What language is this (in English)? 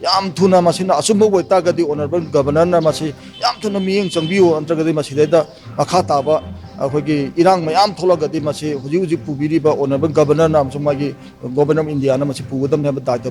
Manipuri